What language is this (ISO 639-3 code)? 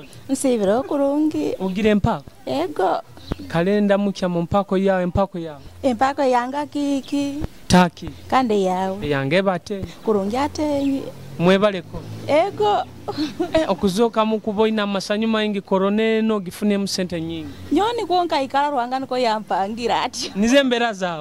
nyo